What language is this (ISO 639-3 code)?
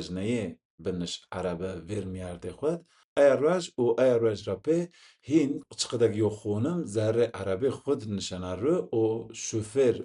zza